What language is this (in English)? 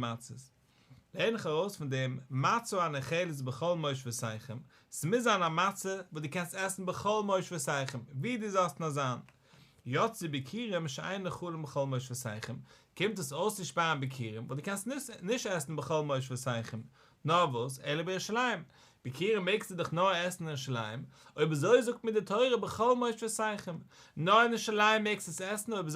Yiddish